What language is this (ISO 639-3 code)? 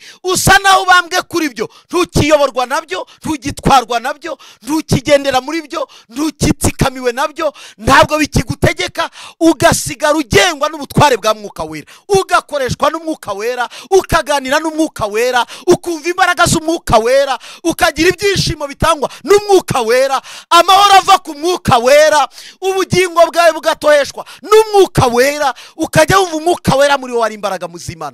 kin